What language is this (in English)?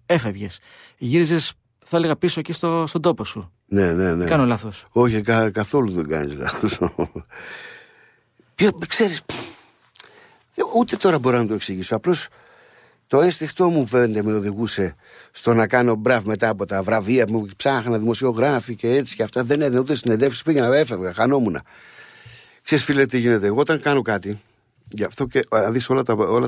Greek